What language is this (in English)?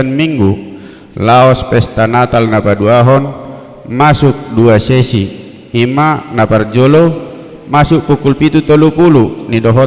Batak Toba